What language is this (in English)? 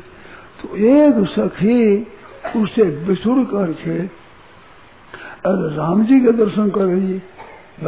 Hindi